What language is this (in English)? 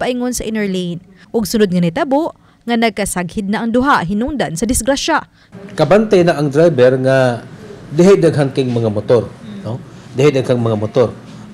Cebuano